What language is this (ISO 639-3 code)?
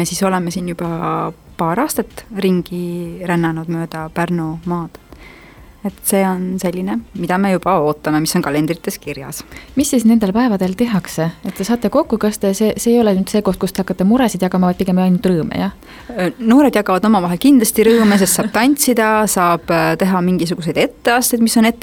est